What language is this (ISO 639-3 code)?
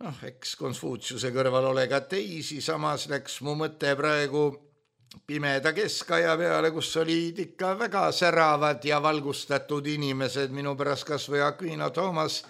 est